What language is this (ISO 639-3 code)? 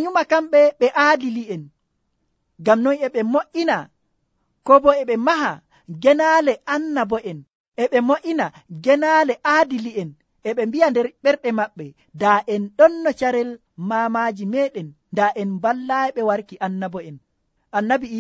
fuv